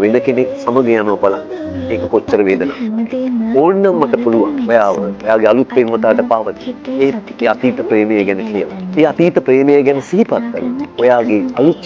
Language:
Sinhala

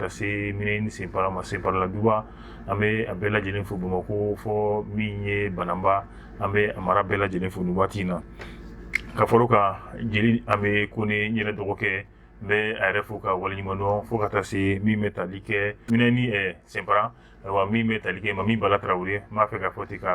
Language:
Bambara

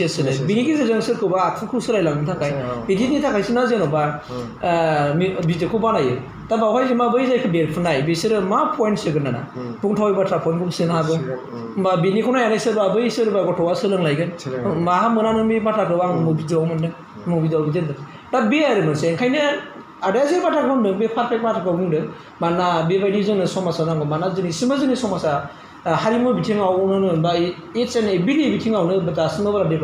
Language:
Bodo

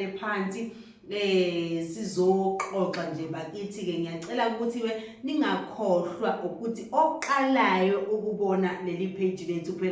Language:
Zulu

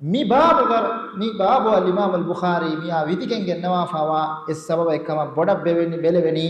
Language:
Divehi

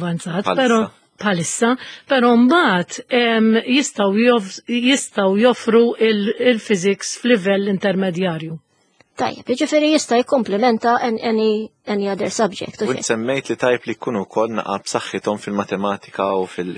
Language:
Maltese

